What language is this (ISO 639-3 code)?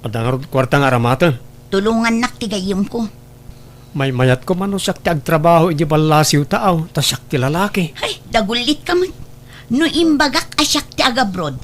ilo